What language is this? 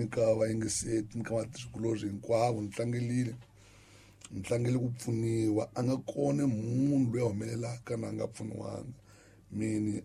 Tsonga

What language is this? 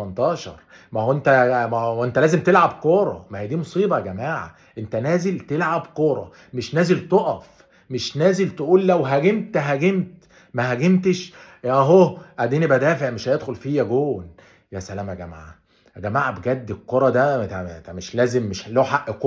Egyptian Arabic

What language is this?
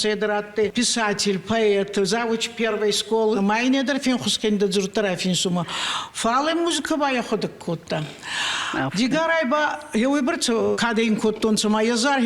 Ossetic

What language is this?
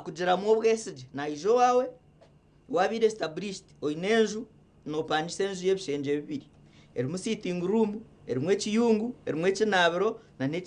Nyankole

